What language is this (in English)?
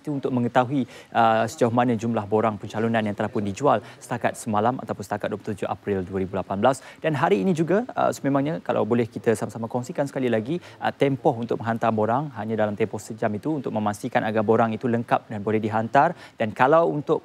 Malay